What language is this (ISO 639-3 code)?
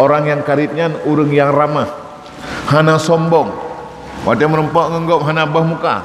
ace